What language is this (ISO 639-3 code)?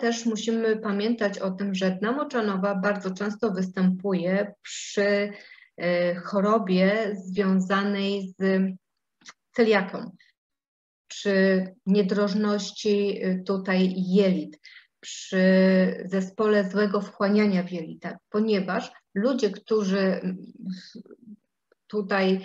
pol